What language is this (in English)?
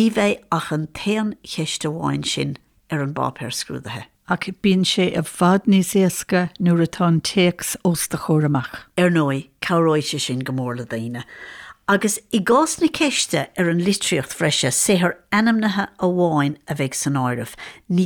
Irish